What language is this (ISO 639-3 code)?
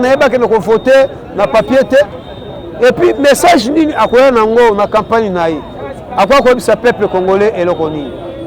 lin